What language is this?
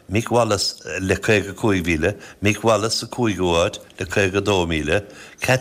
Irish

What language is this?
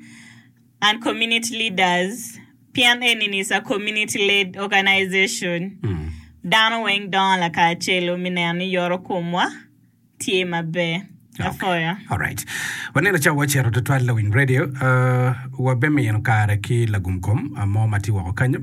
Acoli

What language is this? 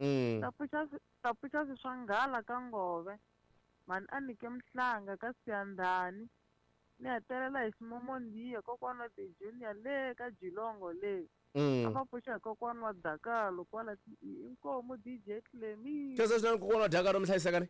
Tsonga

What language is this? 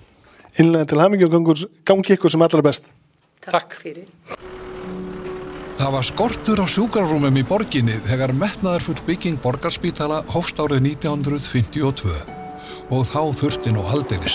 Icelandic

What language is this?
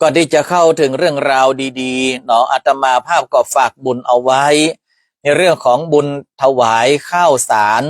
Northern Thai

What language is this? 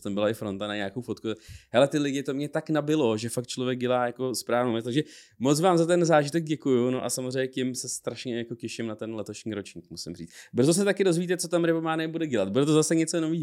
Czech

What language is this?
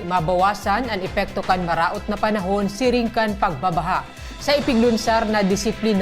Bikol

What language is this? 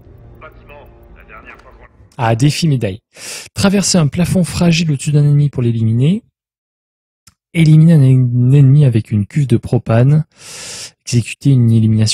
French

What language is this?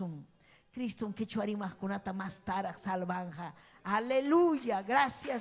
Ayacucho Quechua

